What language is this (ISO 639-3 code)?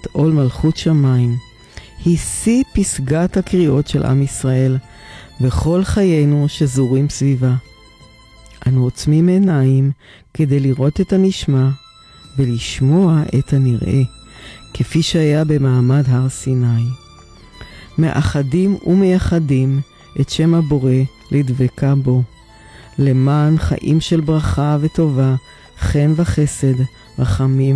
heb